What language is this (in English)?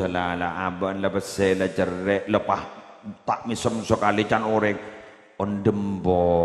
Madurese